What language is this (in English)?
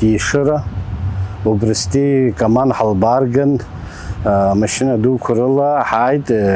Abkhazian